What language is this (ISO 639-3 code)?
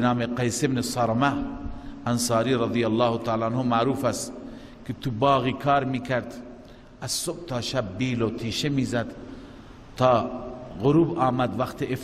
fas